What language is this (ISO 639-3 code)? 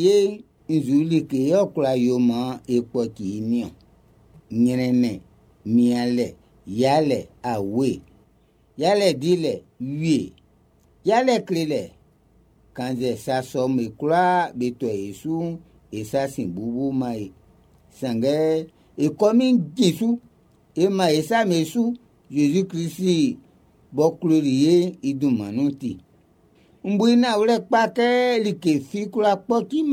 bci